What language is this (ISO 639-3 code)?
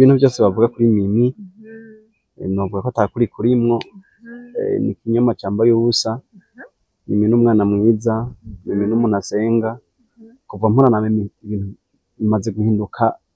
run